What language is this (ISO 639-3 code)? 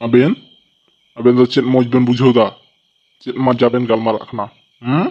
sat